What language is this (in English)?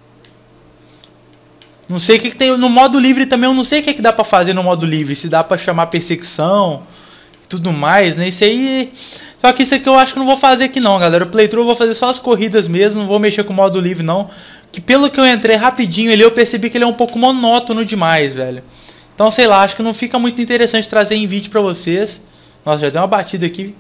Portuguese